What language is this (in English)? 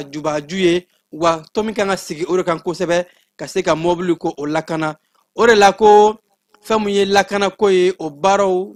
Bambara